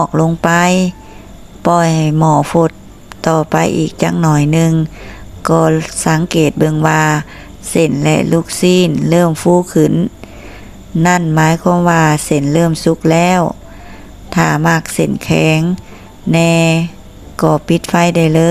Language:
Lao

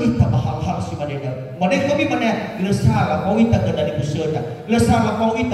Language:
Nias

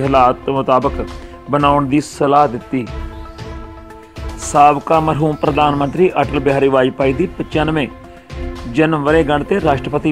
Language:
Punjabi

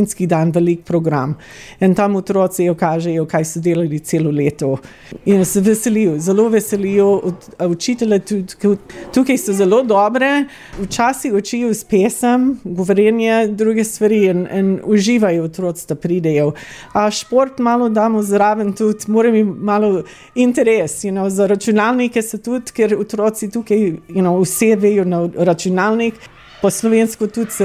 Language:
Slovenian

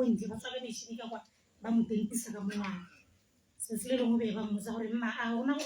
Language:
Tswana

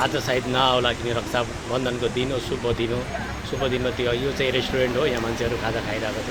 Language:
Nepali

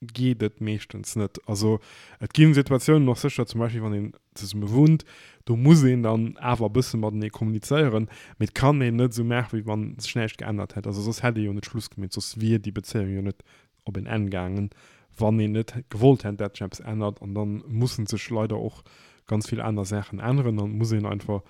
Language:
Luxembourgish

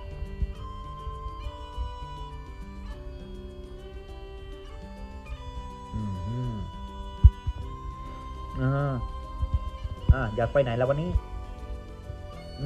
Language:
Thai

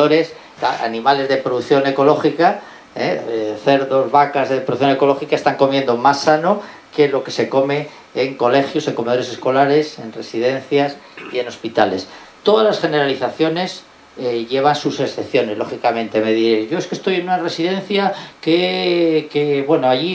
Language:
Spanish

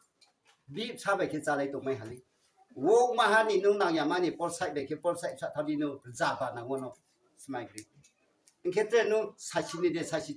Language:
Riang (India)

